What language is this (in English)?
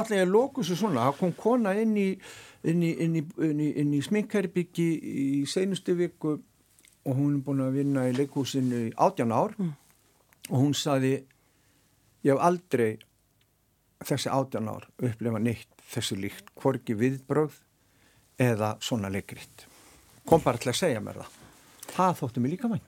Icelandic